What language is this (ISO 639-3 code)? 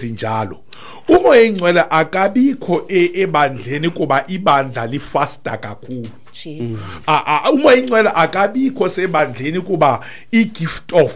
xho